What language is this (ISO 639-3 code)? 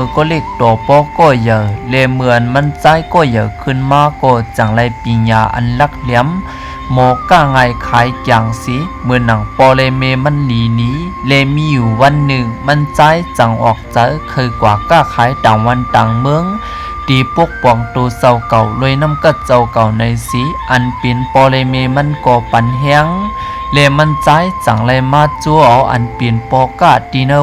shn